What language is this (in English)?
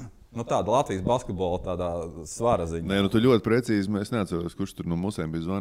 Latvian